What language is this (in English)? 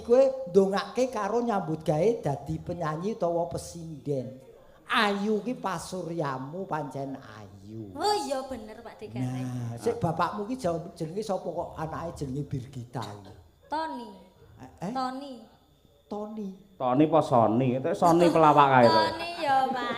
Javanese